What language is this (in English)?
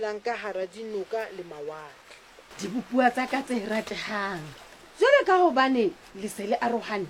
Southern Sotho